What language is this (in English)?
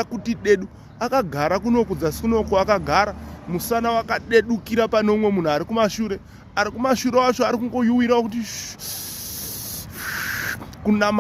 Shona